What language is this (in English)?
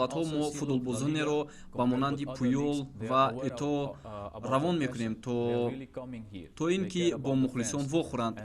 Tajik